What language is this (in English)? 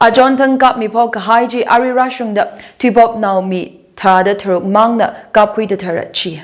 Tangkhul Naga (India)